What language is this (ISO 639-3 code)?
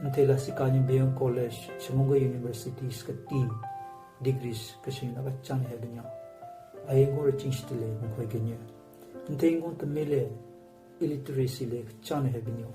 nre